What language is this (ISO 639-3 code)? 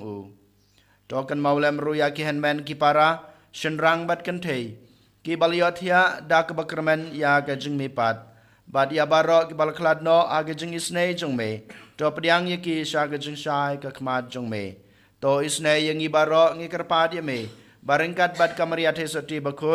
kha